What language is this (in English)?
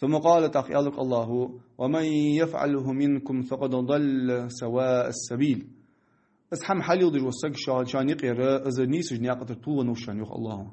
Ingush